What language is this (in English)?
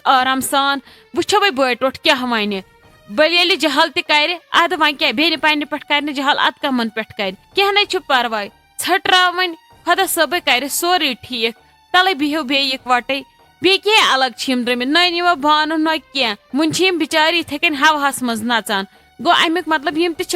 Kashmiri